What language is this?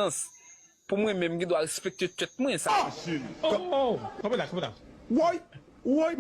Haitian Creole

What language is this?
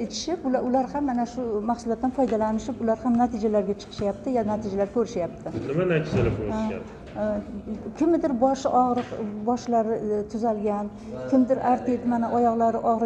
Uzbek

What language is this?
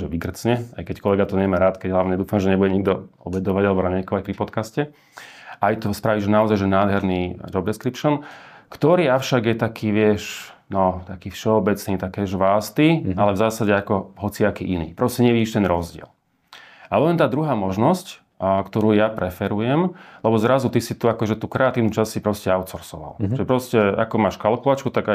Slovak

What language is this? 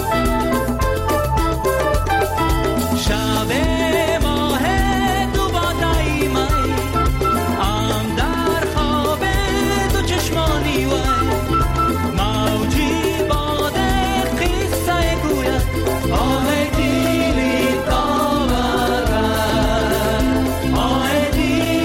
Persian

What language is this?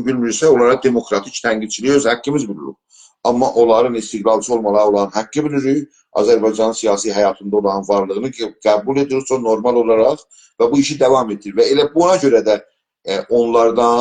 South Azerbaijani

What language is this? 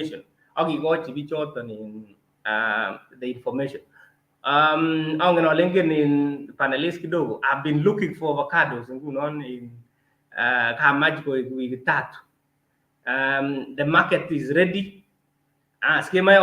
Kalenjin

